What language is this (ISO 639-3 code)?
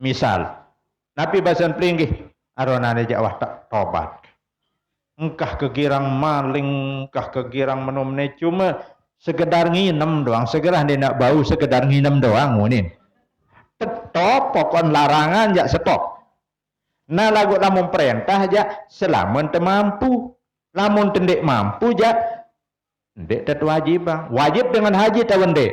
sas